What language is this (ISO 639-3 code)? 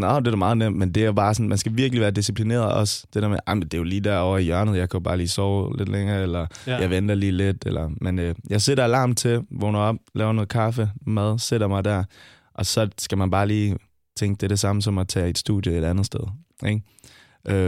dan